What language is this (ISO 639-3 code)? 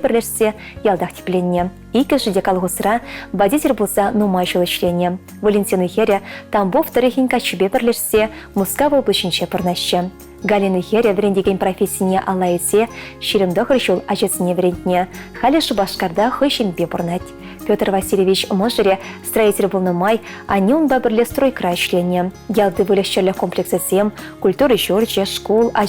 chv